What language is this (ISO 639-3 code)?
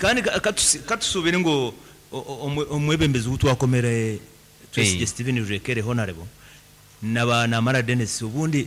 nyn